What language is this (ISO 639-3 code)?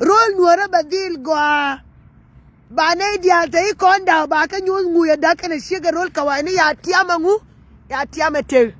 nus